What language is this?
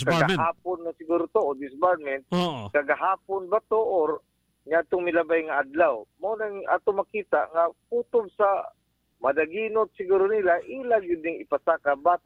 Cebuano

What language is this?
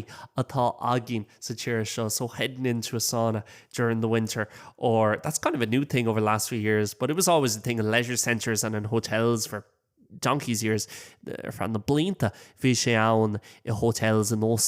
Irish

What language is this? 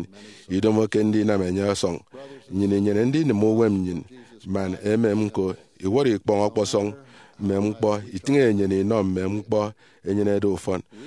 Efik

